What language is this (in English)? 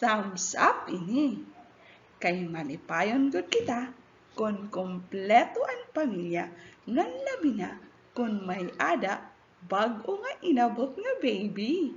Waray